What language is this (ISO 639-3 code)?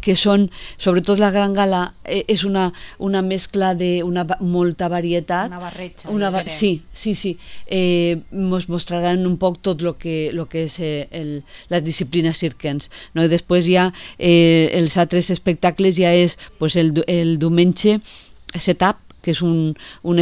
cat